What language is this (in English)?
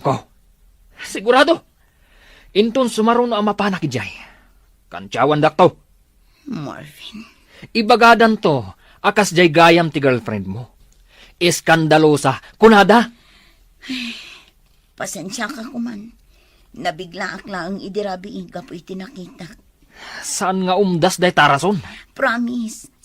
Iloko